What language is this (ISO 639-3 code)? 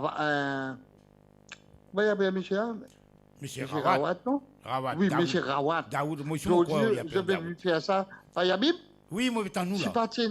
mfe